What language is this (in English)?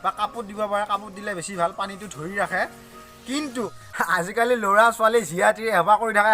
Assamese